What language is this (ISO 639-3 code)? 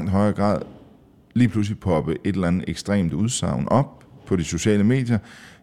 dan